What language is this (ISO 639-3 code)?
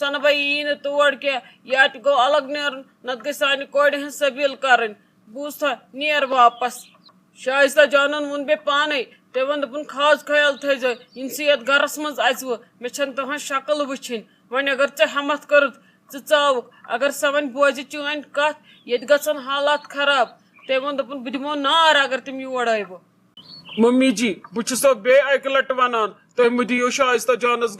kas